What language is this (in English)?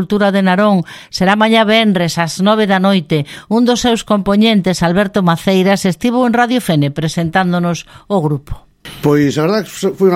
Galician